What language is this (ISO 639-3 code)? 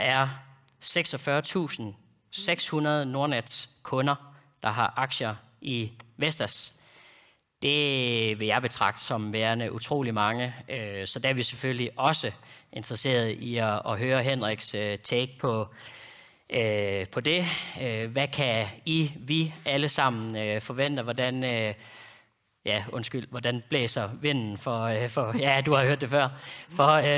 dan